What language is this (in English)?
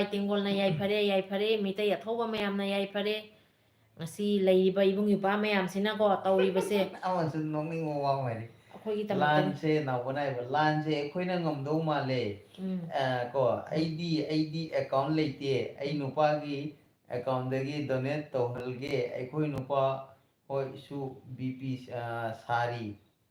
Manipuri